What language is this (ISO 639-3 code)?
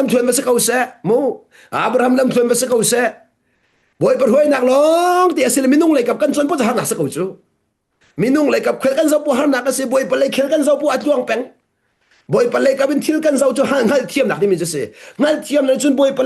cnh